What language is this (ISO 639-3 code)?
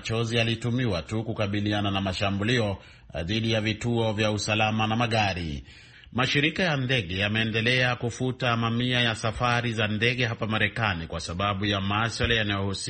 swa